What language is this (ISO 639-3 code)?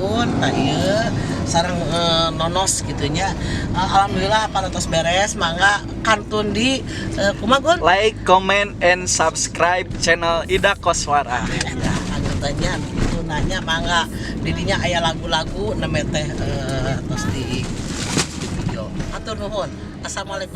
sun